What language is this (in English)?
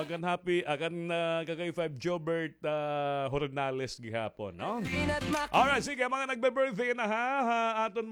Waray